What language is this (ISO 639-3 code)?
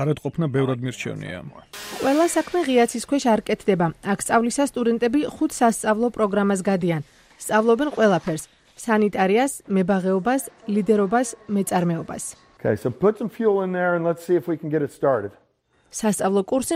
kat